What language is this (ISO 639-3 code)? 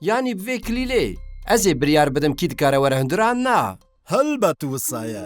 kur